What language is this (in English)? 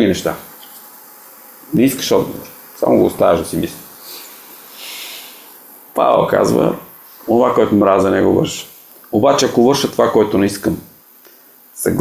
Bulgarian